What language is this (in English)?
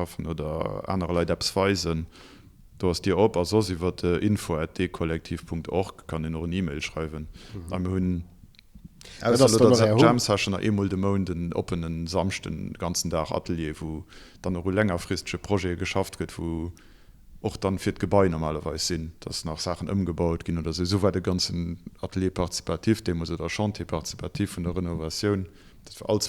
Luxembourgish